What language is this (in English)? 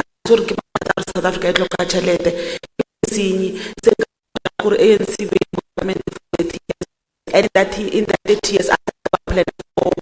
Tswana